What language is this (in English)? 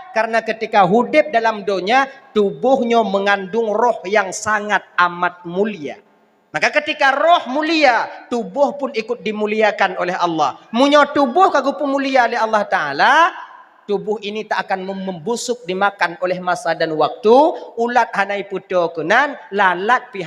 Achinese